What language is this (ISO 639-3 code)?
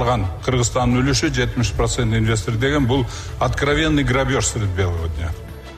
kir